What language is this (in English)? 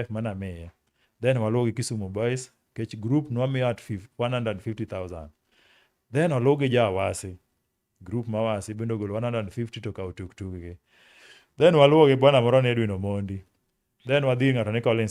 Luo (Kenya and Tanzania)